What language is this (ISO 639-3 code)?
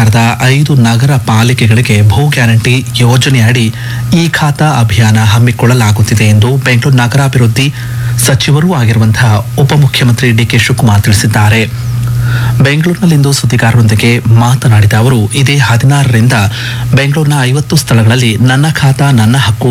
kan